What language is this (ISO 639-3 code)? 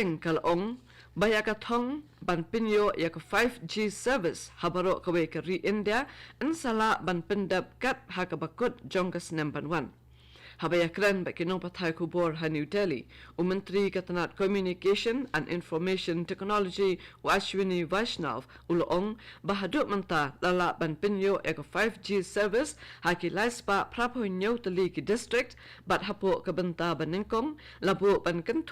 kha